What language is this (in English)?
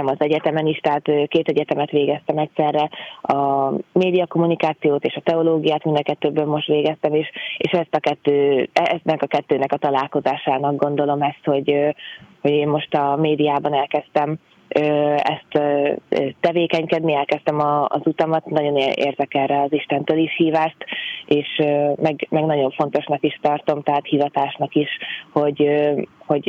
Hungarian